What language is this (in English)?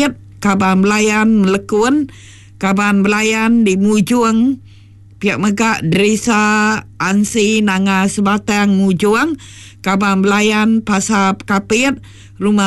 Iban